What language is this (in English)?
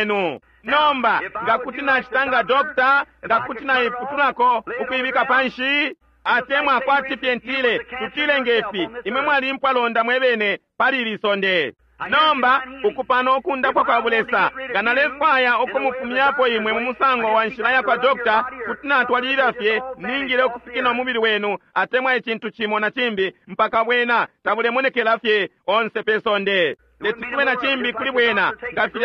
Bemba